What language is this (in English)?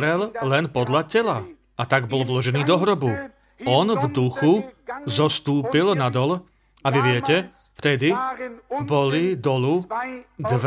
Slovak